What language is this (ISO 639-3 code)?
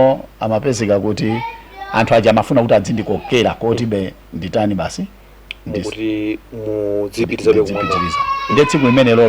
nya